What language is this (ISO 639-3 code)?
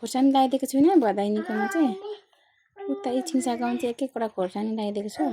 nep